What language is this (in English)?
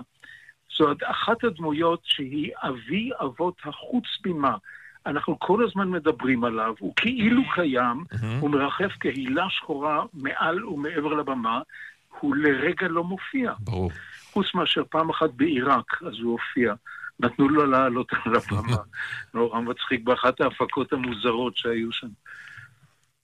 Hebrew